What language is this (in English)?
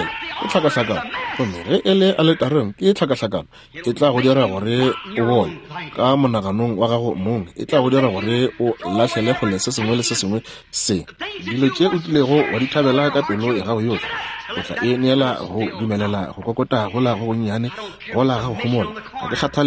Northern Sotho